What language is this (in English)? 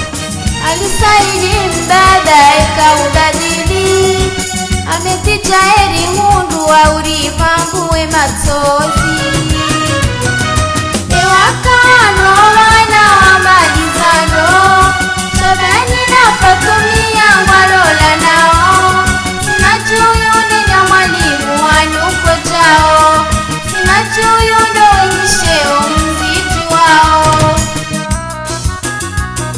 Swahili